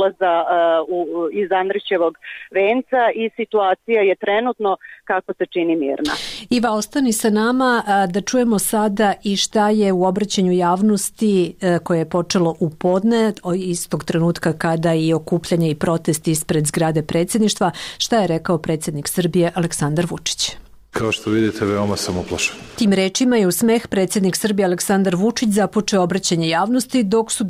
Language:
Serbian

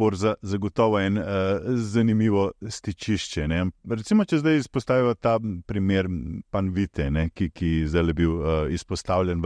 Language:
Slovenian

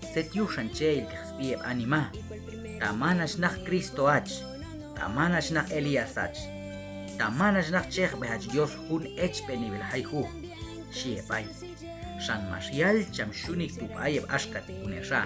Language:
Q'anjob'al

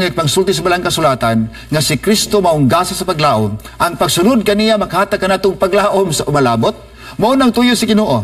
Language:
Cebuano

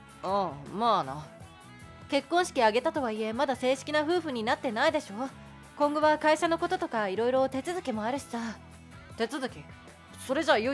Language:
Japanese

